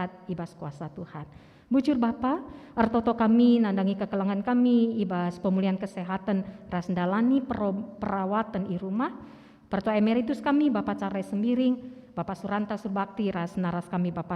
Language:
Batak Karo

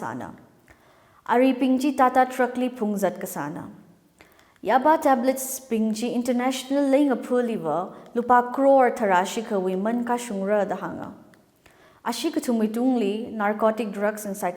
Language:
Tangkhul Naga (India)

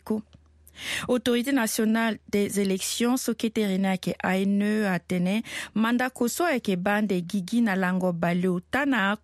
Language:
Sango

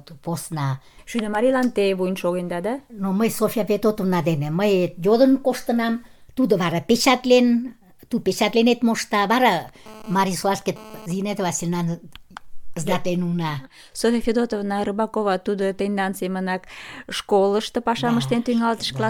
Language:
Mari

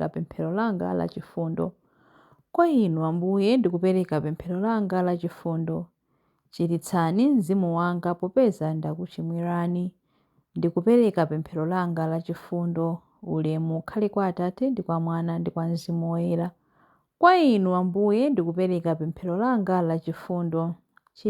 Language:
Nyanja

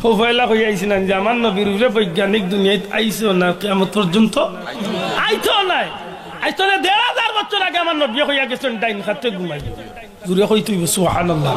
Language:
Sylheti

